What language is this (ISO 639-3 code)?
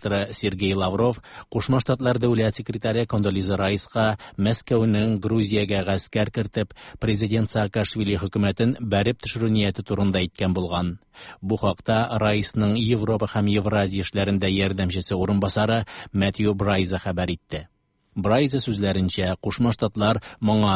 tat